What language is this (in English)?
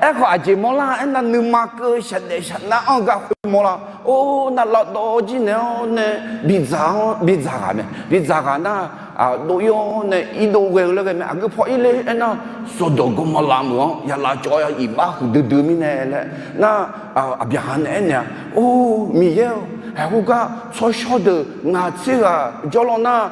Akha